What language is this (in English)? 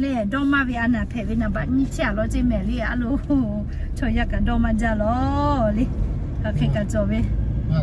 Lahu